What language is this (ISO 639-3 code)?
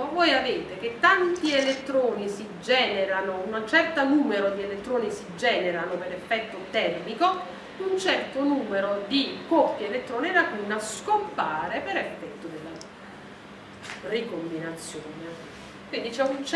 ita